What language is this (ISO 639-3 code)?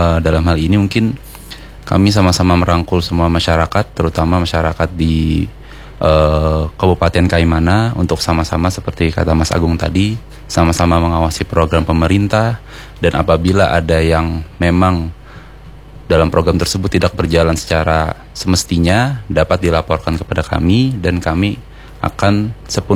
ind